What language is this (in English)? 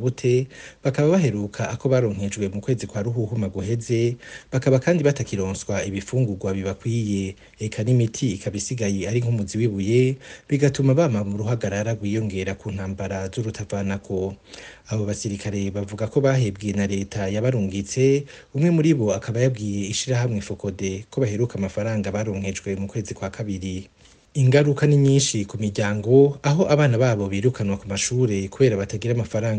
Rundi